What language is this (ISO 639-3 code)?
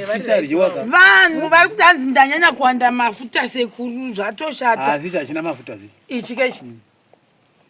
sna